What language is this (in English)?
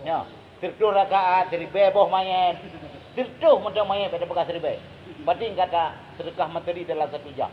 Achinese